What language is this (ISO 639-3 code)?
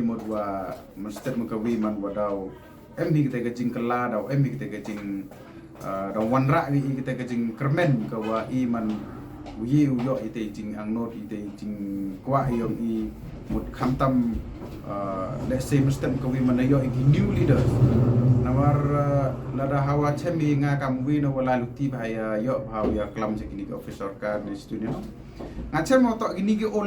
pbv